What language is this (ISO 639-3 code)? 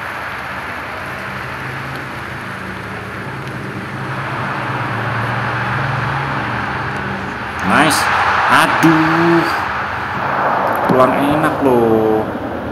ind